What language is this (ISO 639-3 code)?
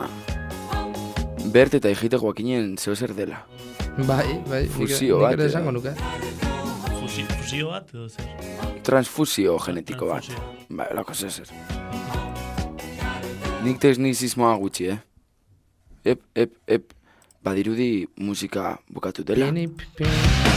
eus